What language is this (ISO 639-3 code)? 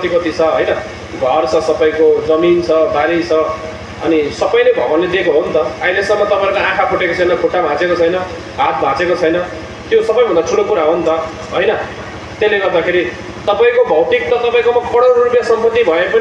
nep